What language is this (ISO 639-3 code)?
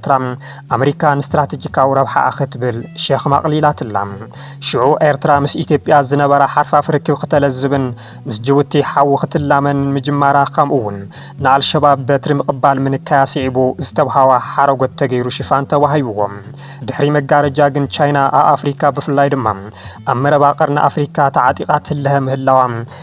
tir